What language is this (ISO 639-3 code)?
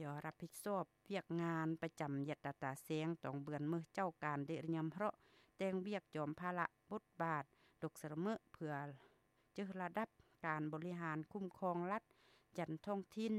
lao